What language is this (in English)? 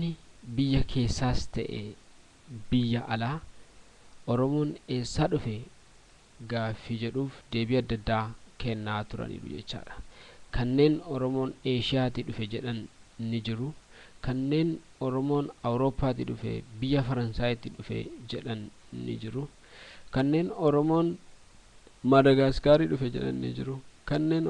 Oromo